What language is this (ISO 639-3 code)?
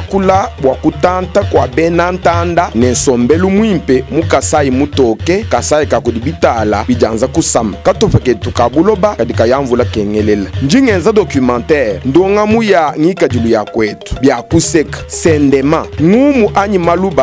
lua